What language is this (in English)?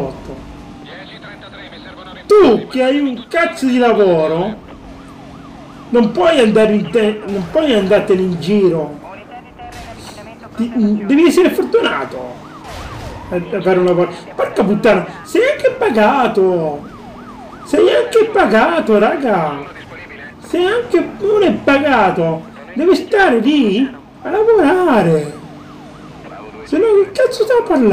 Italian